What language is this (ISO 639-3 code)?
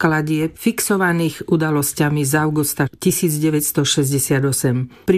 slk